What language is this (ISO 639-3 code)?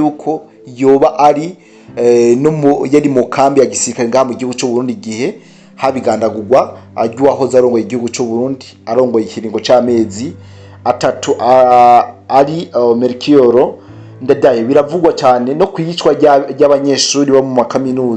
run